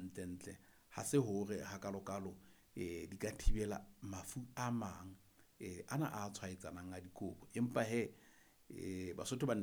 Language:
Southern Sotho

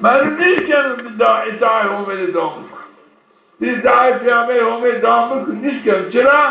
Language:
Zaza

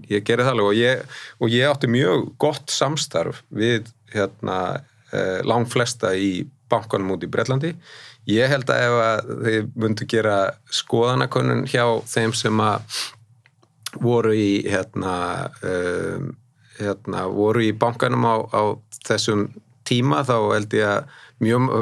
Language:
Icelandic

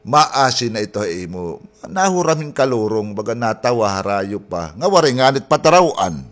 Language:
Waray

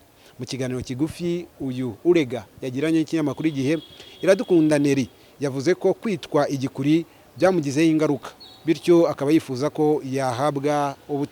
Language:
Kinyarwanda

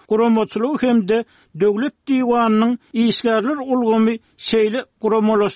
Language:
Turkmen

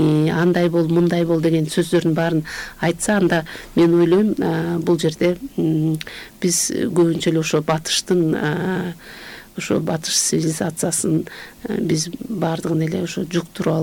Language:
Kyrgyz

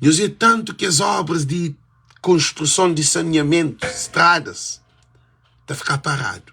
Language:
Kabuverdianu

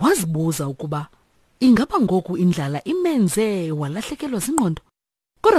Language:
Xhosa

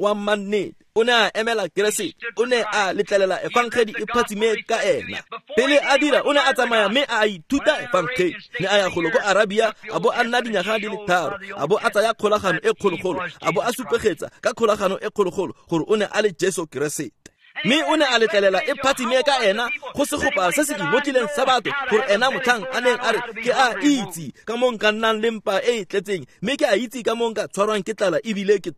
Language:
Tswana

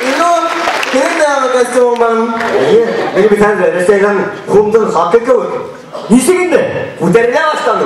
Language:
Bashkir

